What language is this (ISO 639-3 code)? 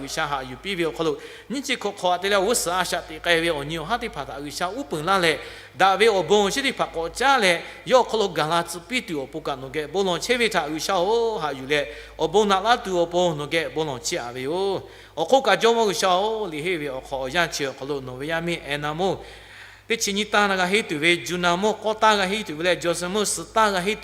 lhu